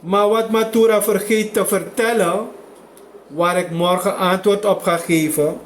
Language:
Sranan Tongo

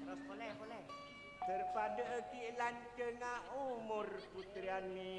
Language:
Madurese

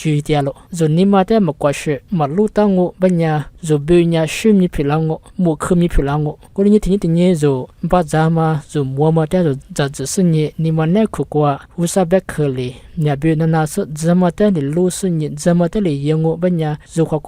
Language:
Lisu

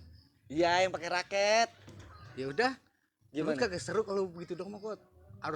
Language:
Betawi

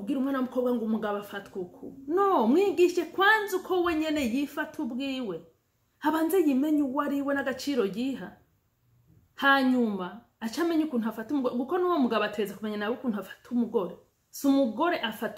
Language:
Rundi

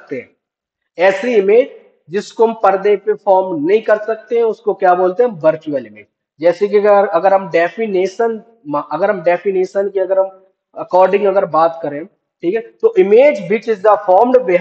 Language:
Hindi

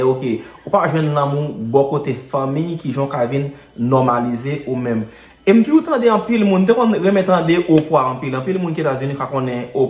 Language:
Haitian Creole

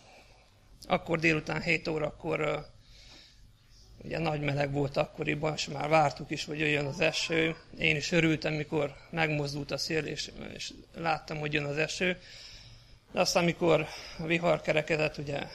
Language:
Hungarian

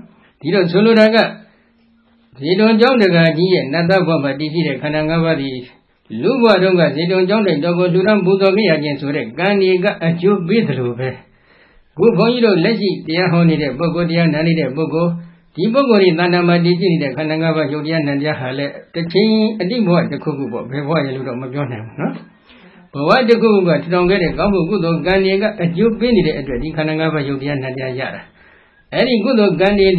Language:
Burmese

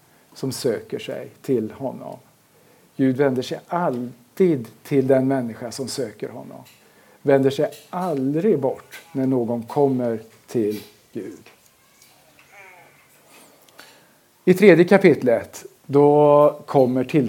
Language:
Swedish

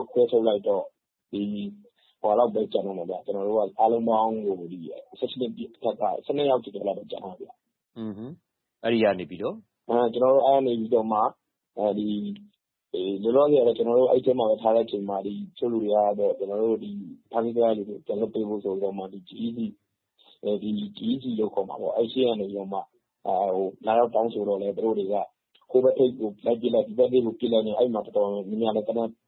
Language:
Burmese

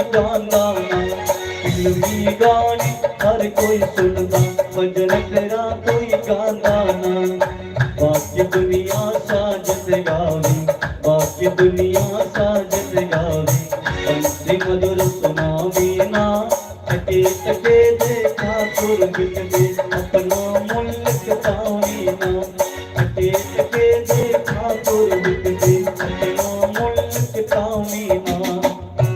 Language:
Dogri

